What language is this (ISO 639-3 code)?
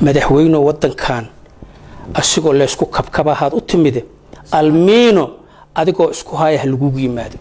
som